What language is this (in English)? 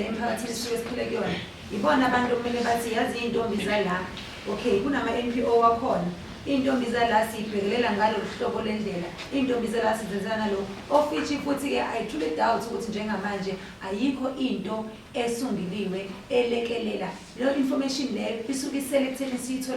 Zulu